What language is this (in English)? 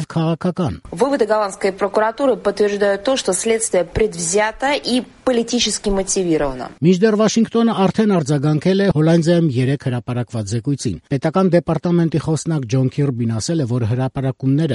Armenian